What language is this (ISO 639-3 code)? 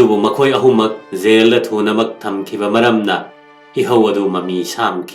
mni